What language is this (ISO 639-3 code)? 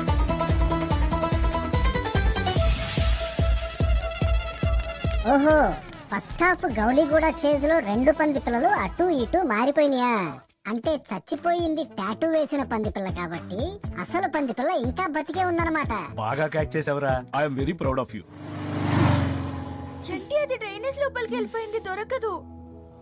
tel